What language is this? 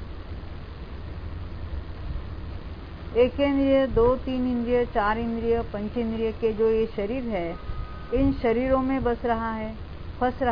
Hindi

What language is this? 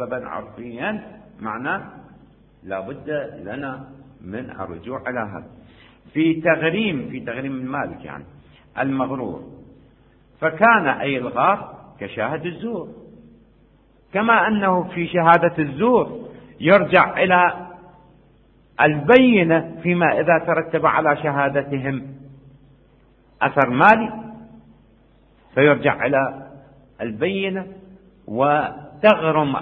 Arabic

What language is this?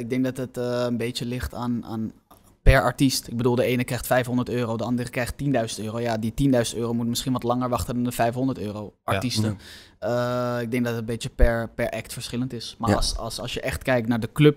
Dutch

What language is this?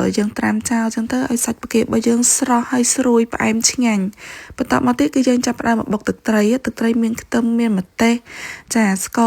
Khmer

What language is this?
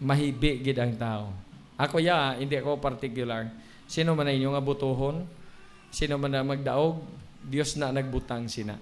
Hiligaynon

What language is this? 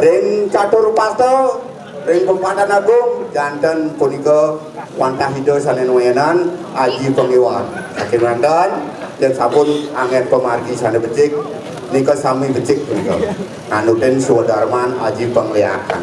Balinese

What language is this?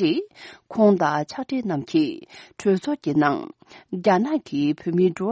Tibetan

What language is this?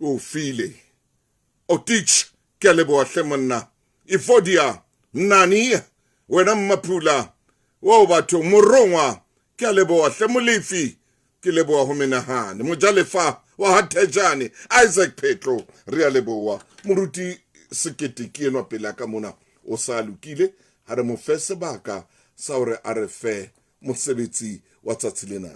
Southern Sotho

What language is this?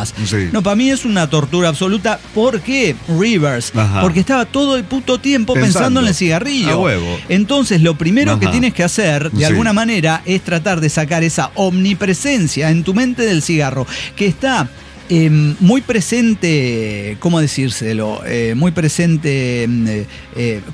Spanish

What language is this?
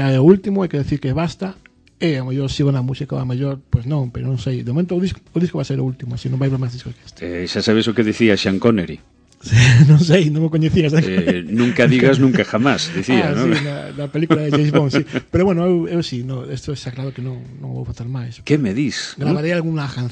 Galician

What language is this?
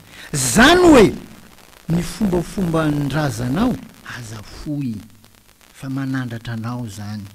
Malagasy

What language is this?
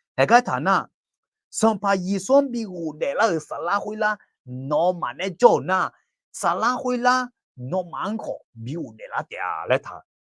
Akha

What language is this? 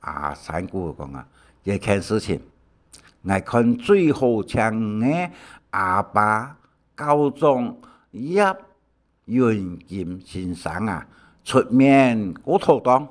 Hakka Chinese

